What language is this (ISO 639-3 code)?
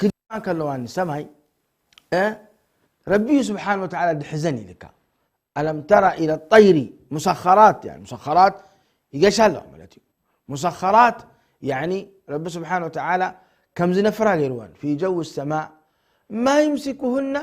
tir